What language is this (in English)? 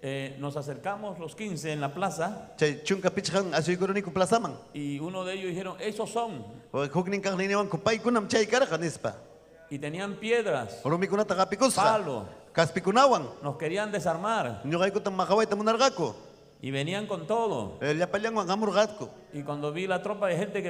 Ayacucho Quechua